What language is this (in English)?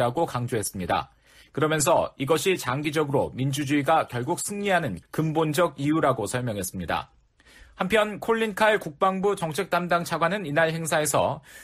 Korean